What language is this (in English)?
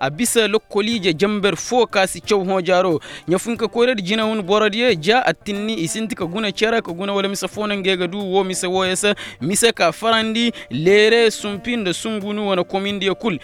Koyraboro Senni